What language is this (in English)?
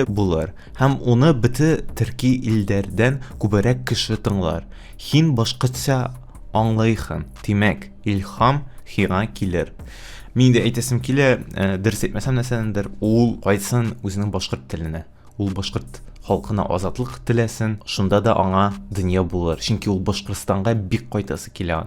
Tatar